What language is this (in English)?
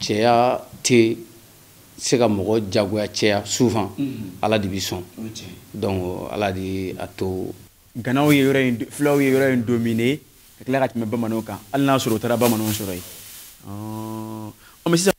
Bambara